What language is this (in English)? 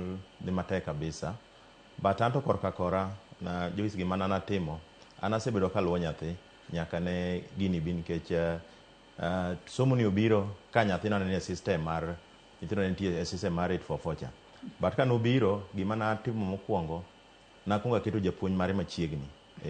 Luo (Kenya and Tanzania)